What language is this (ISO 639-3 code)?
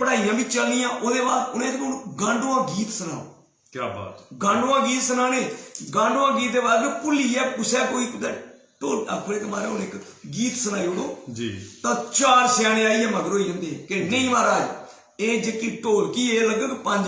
doi